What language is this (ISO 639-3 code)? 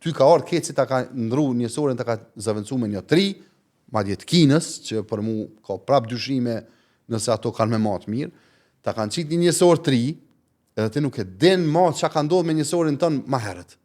sqi